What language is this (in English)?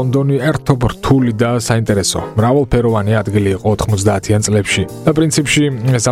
Georgian